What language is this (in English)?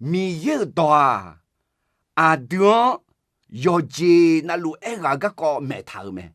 Akha